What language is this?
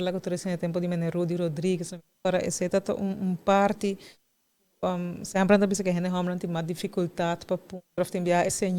Papiamento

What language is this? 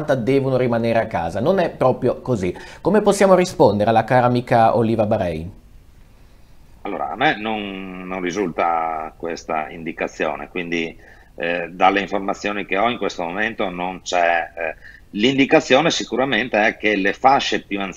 Italian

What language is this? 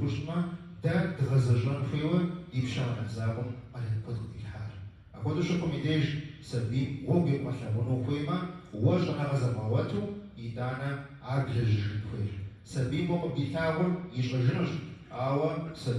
Kabardian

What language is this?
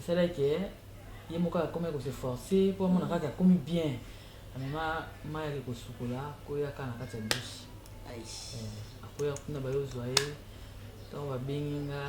Lingala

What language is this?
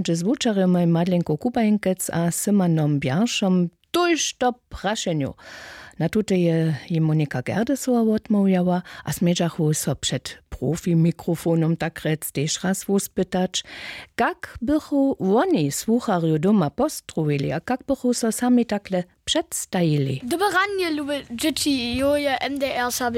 Upper Sorbian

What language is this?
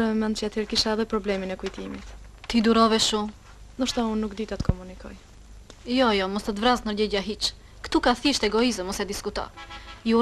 Albanian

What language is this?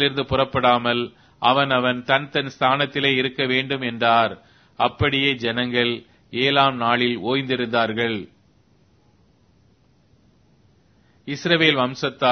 Tamil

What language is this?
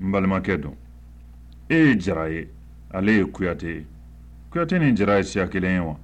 Somali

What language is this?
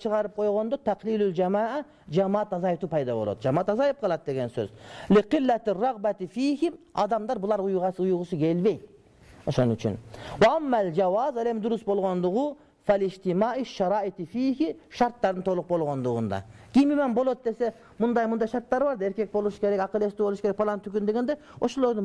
Kyrgyz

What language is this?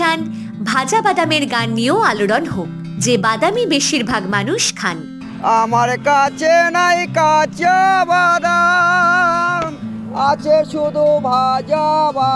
Bangla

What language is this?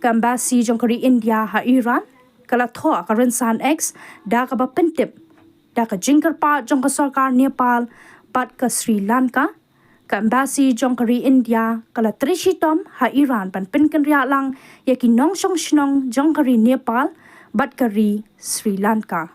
Khasi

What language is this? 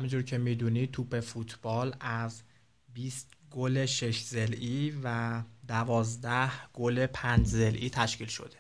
Persian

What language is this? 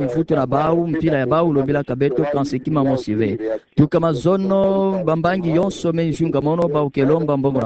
Kituba (Democratic Republic of Congo)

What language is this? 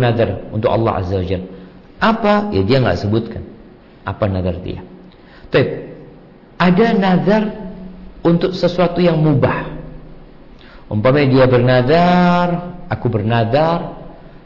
Indonesian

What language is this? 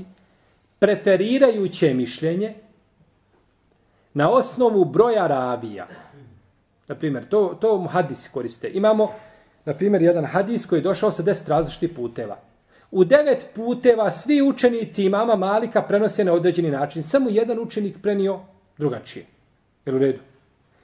Bosnian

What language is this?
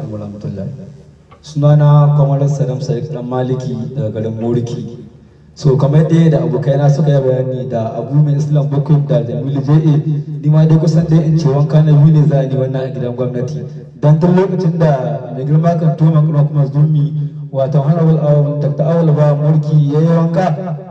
Hausa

